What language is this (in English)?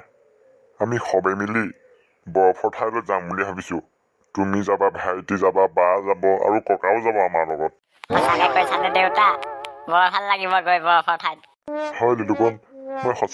Assamese